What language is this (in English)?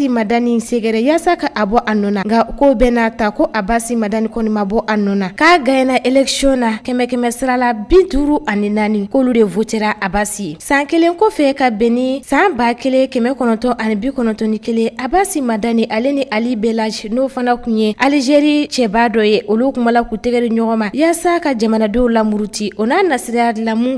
Bambara